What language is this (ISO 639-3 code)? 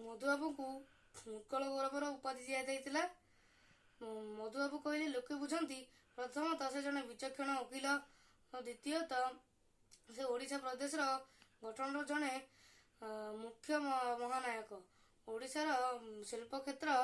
ori